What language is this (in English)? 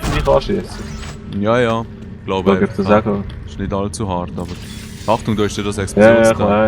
Swiss German